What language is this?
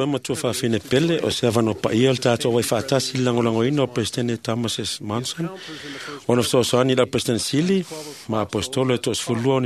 Samoan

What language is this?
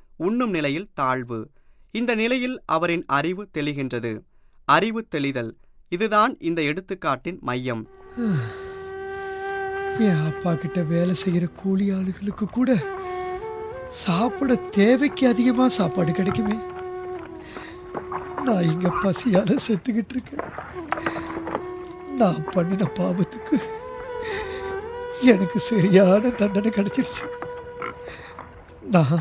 Tamil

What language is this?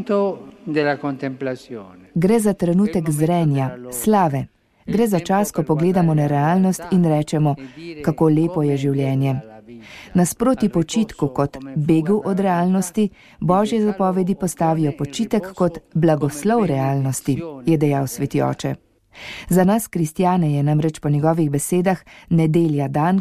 Slovenian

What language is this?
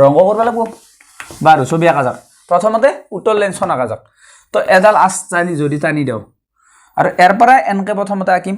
Assamese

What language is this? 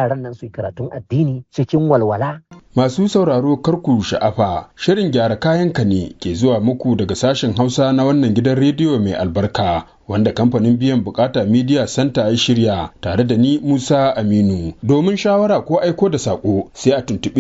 Hausa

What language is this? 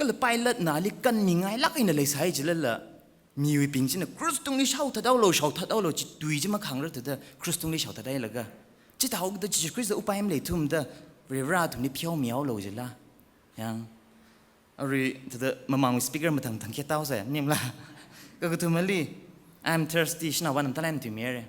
Tangkhul Naga (India)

